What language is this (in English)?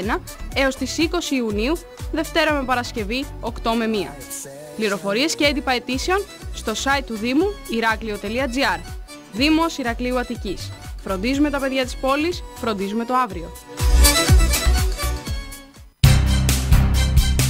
Greek